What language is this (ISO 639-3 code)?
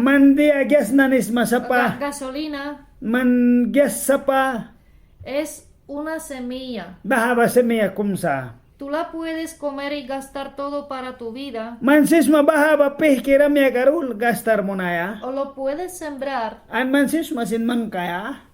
miq